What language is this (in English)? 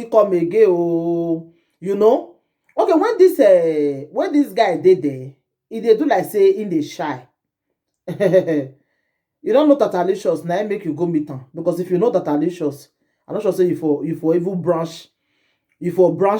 Nigerian Pidgin